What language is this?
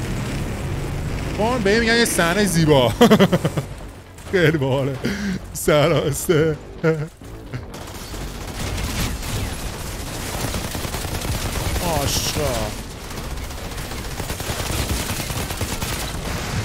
Persian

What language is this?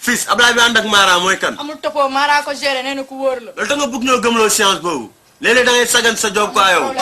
Wolof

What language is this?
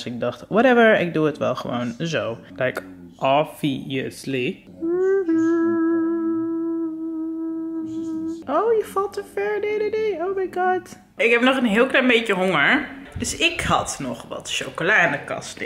Dutch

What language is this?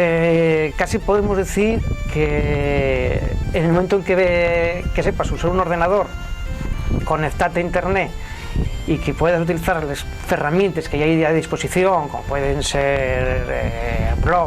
Asturian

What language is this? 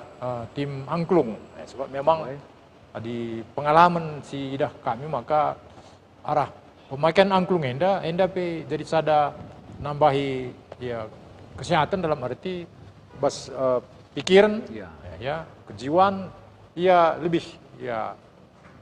Batak Karo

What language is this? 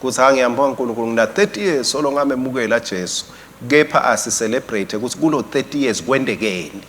Swati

